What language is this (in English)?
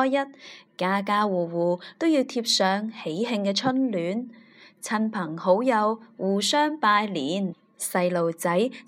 Cantonese